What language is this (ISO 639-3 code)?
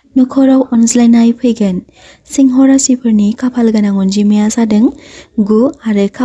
brx